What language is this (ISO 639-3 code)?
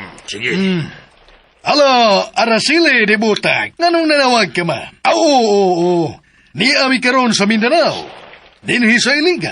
ceb